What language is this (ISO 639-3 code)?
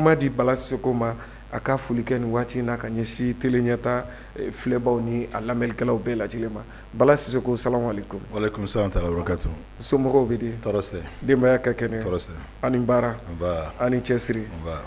bam